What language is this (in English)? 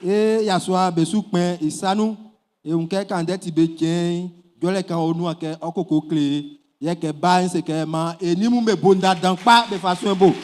Baoulé